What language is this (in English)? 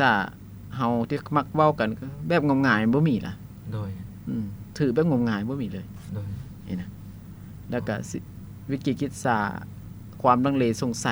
Lao